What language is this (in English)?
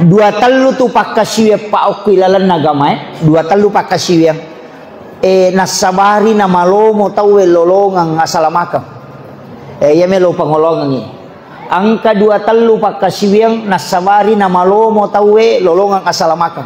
Buginese